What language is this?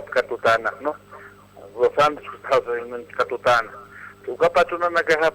Aymara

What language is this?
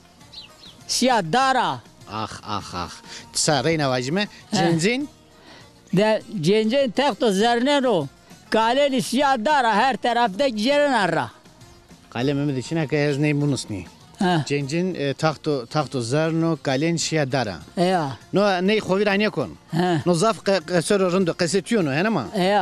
Zaza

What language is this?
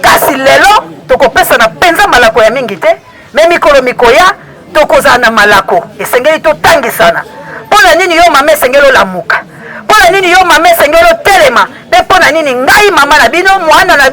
Lingala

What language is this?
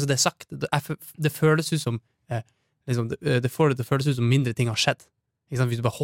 Norwegian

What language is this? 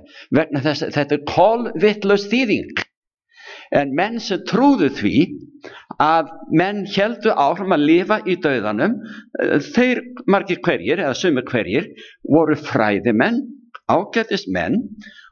Icelandic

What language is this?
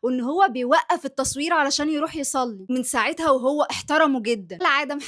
Egyptian Arabic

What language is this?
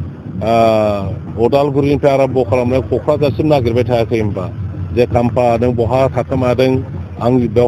Bodo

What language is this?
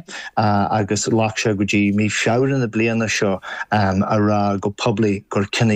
Irish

